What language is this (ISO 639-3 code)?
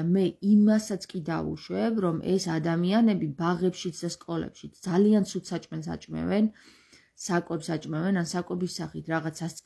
kat